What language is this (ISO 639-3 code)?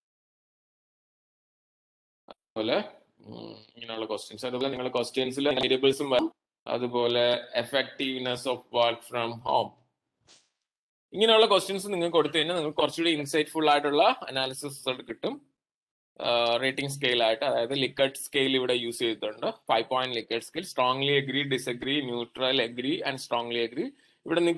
mal